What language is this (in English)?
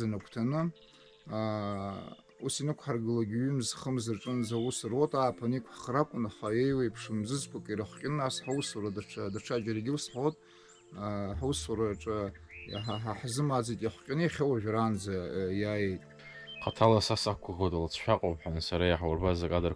Abkhazian